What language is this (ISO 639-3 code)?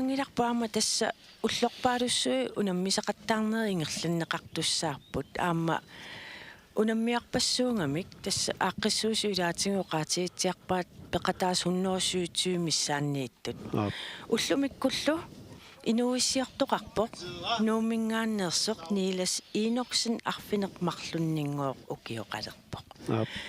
kal